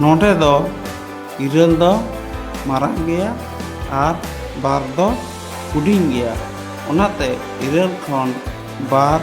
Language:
Santali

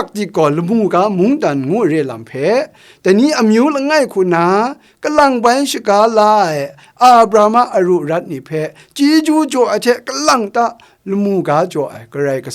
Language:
Kachin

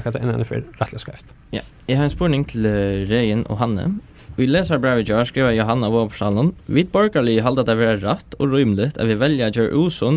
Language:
Faroese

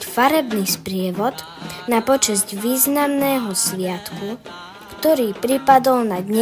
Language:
Slovak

